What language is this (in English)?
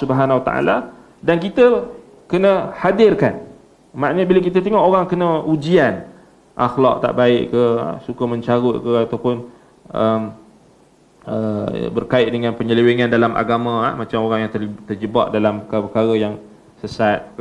Malay